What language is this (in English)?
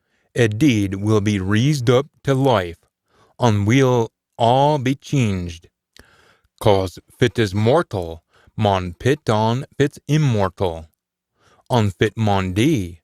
Scots